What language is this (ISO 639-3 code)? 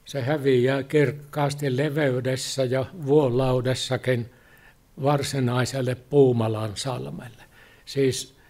fin